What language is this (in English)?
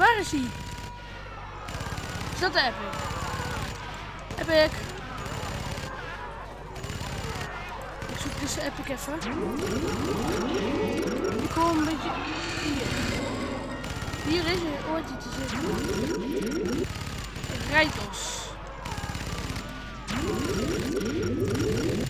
Dutch